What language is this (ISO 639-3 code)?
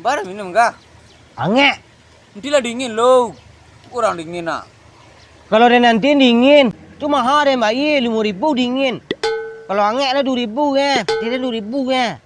min